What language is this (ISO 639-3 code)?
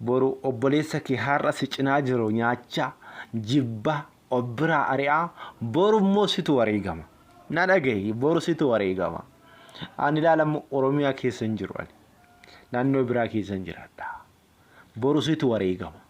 orm